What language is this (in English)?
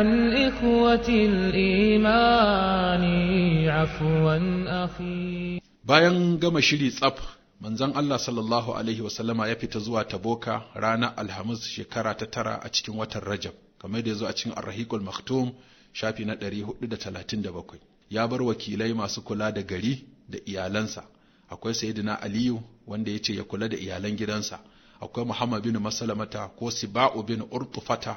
Hausa